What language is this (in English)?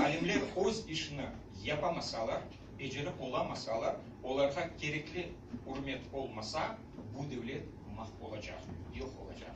Crimean Tatar